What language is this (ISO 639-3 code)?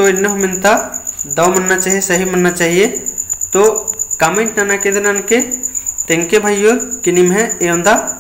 kru